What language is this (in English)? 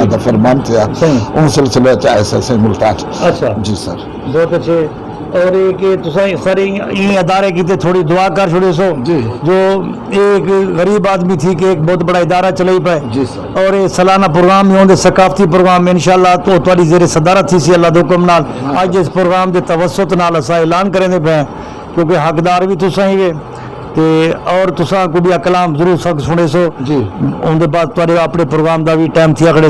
Saraiki